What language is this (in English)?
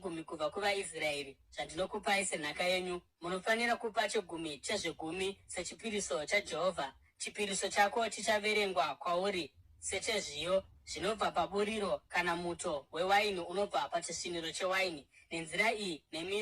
Shona